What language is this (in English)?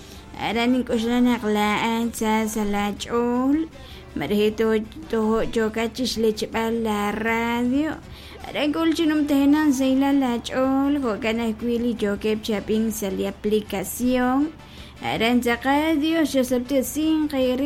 Kekchí